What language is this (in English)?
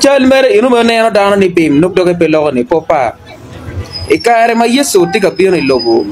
Acoli